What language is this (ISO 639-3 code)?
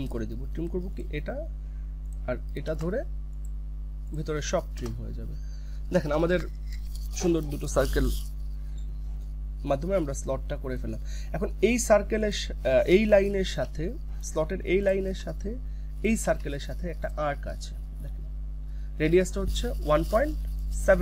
ben